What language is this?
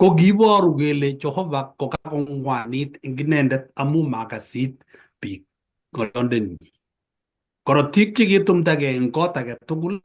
Kalenjin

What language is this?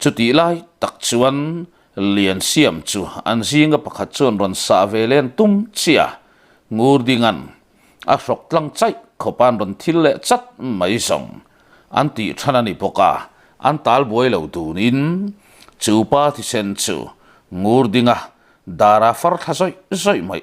Mizo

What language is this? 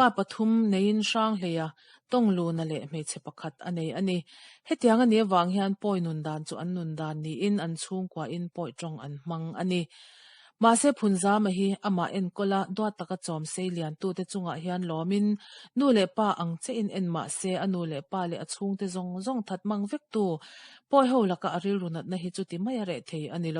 Mizo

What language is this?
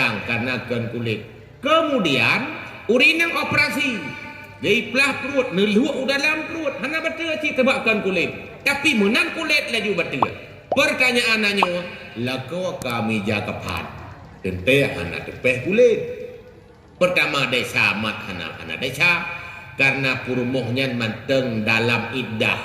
Achinese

